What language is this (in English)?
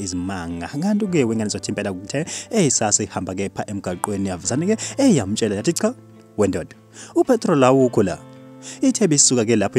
Zulu